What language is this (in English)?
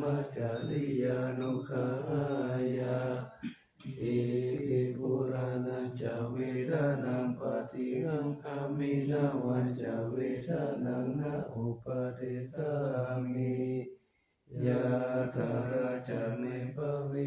Pali